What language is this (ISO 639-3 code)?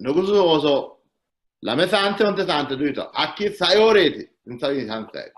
sid